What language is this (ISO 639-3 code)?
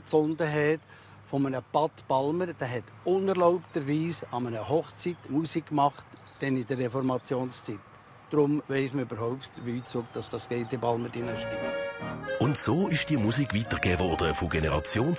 gsw